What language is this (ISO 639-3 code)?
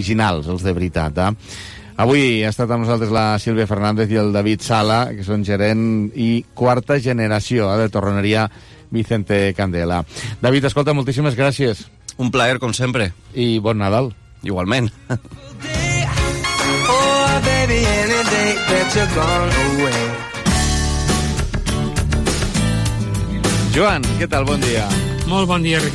cat